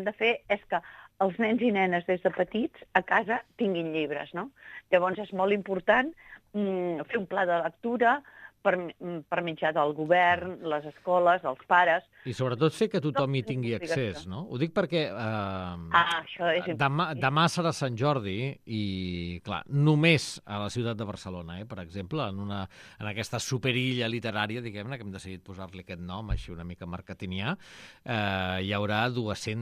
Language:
Catalan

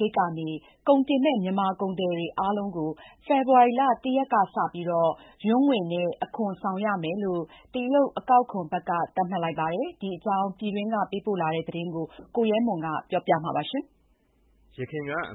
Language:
Burmese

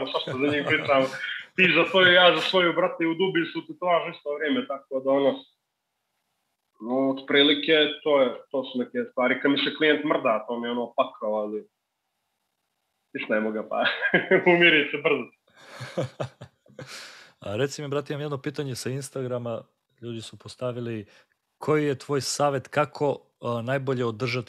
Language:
Serbian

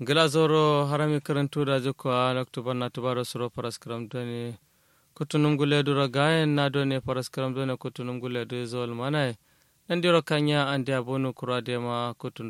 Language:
Kanuri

